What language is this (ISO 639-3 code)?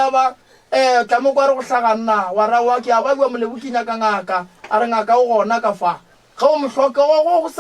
nso